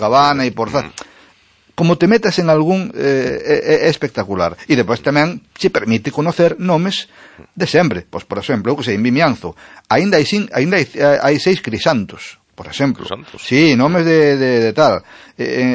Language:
Galician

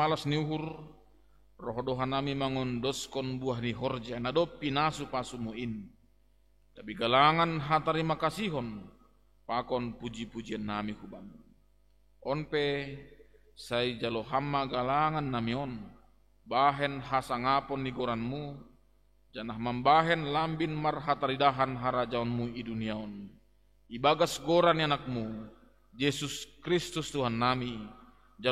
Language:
Batak Simalungun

